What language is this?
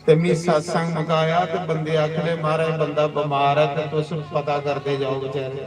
Dogri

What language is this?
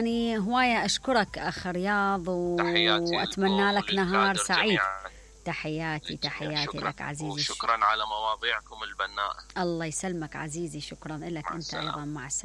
Mesopotamian Arabic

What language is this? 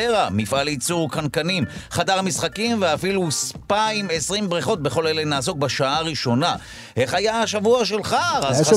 Hebrew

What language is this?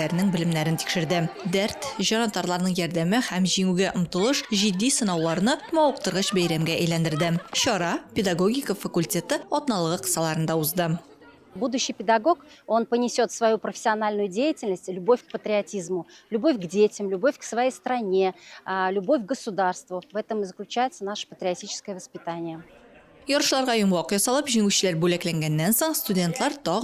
Tatar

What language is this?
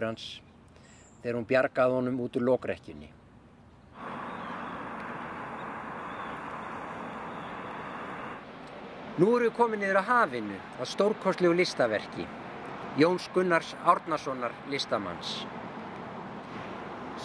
Icelandic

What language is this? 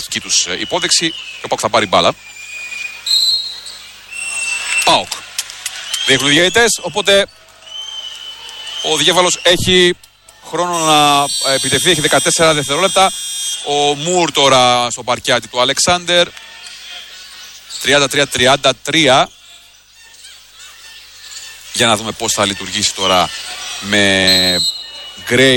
Greek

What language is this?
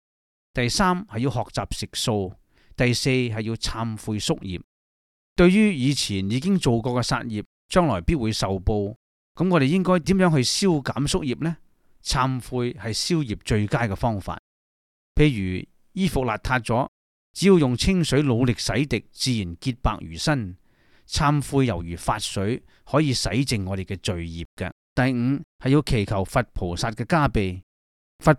Cantonese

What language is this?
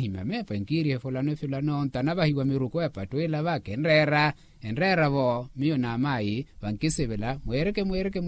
Makhuwa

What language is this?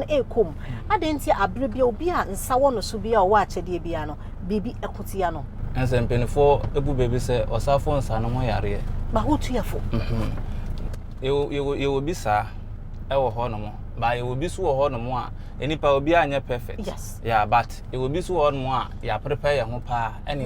Akan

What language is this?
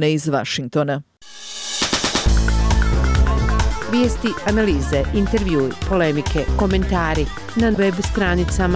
Bosnian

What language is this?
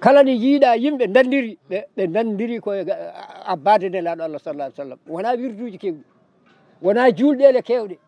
Fula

